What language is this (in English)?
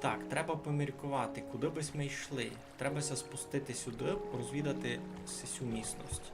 Rusyn